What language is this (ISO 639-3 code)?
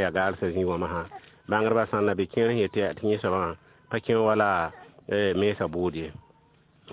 mos